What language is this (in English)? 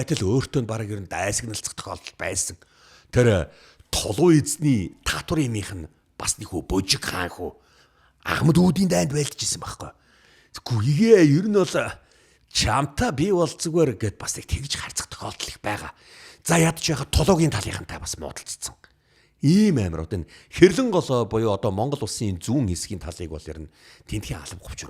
Mongolian